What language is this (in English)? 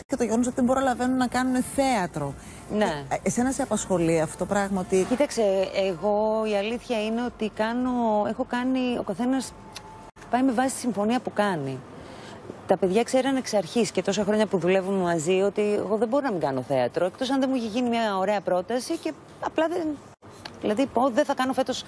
Greek